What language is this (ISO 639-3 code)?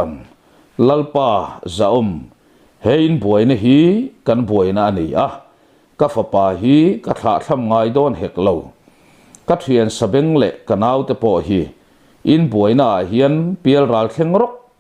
lus